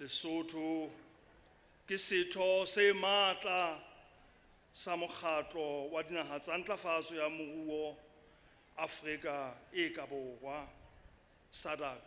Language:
Southern Sotho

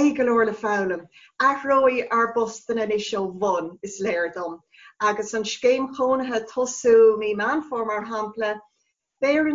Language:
Irish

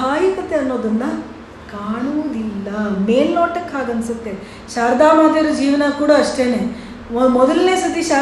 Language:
Kannada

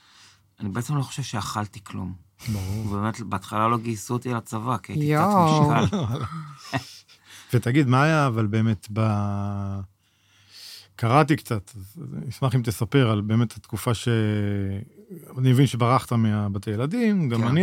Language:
Hebrew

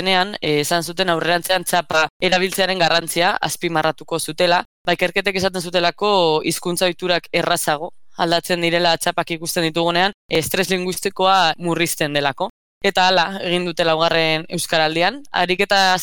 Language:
Basque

